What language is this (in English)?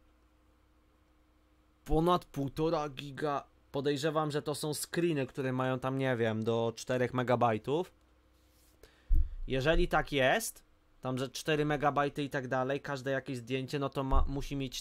Polish